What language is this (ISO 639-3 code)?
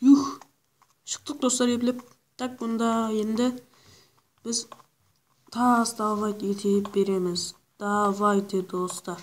kaa